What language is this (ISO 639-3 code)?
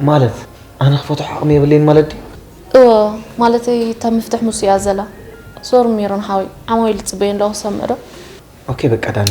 tir